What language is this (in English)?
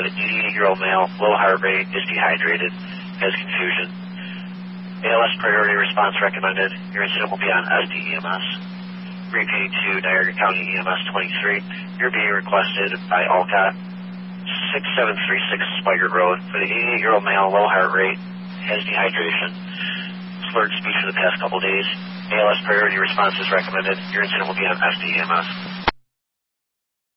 English